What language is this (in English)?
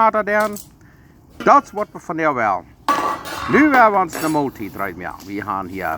Plautdietsch